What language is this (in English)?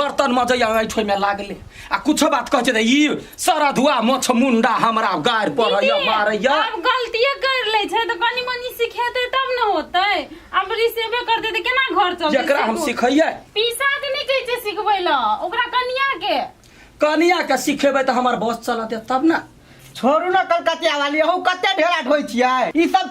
Maithili